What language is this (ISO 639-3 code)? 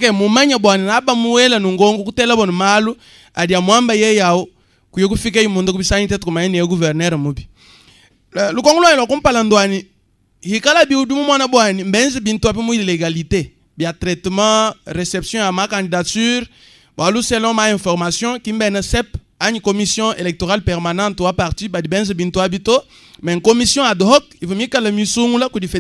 lua